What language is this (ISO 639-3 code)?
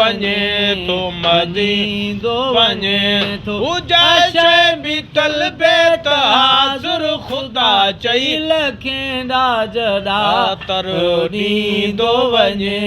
snd